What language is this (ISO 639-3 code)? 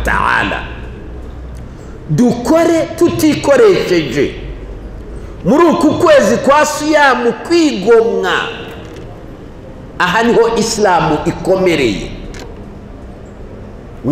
kin